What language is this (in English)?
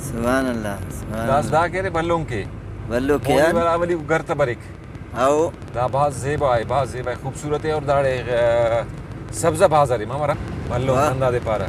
Brahui